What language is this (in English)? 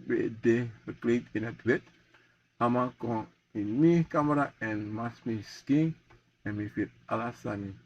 Sranan Tongo